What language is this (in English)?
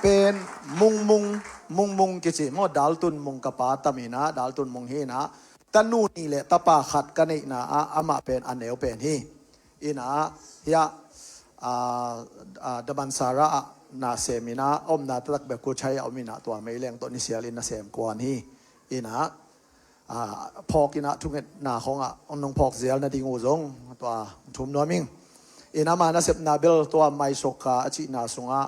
Tedim Chin